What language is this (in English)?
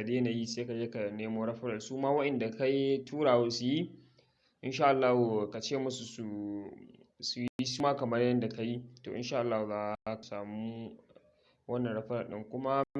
Hausa